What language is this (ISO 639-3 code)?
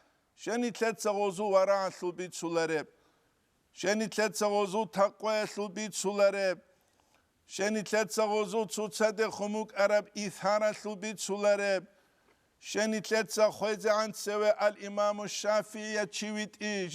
ava